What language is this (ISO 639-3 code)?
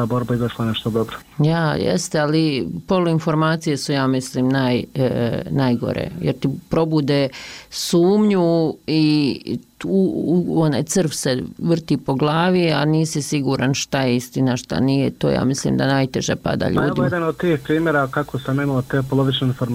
bos